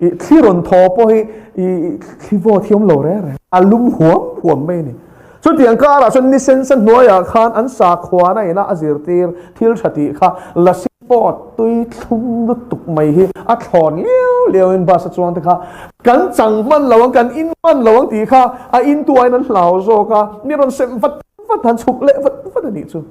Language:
Mizo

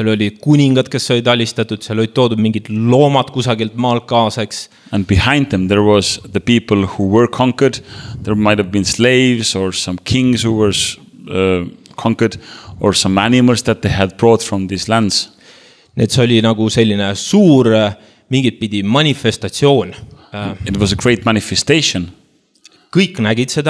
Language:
Estonian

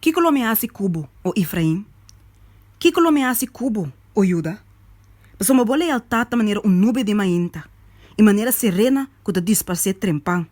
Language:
Papiamento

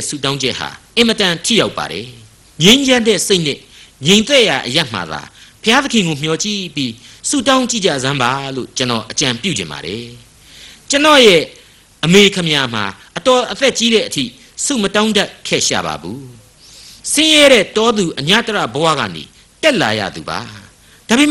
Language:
Burmese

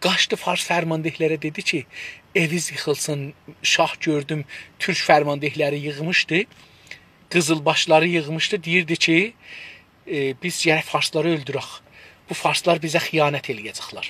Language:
South Azerbaijani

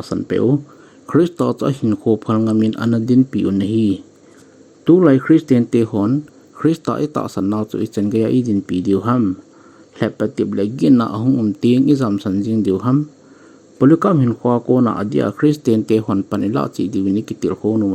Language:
Thado Chin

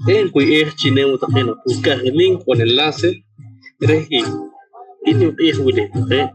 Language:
Poqomchi'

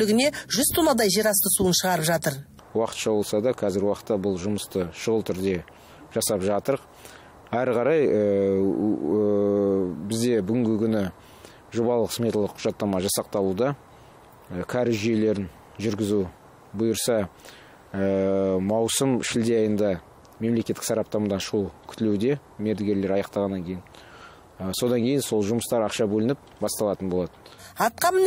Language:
Kazakh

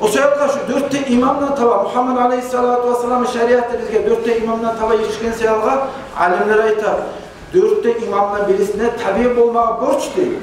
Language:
Kumyk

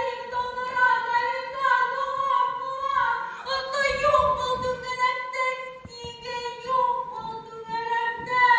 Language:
Bashkir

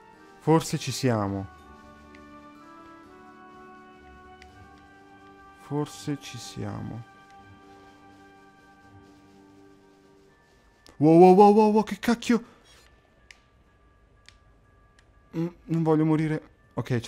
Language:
Italian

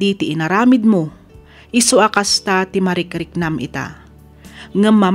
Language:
Iloko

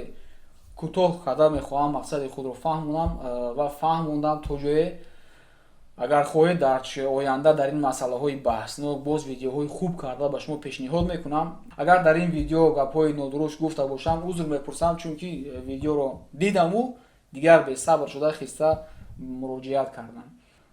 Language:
Tajik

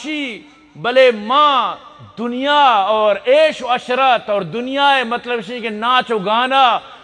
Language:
Eastern Balochi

